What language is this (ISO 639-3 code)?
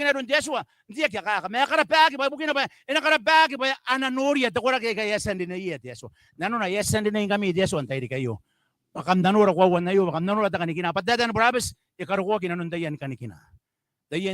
gil